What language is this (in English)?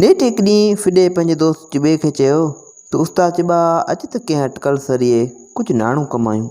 Sindhi